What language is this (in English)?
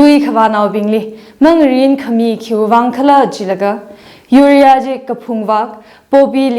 Tangkhul Naga (India)